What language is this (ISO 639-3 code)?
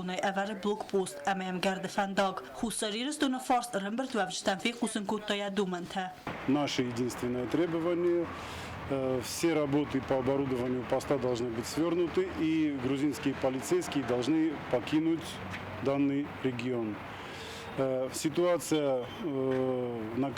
oss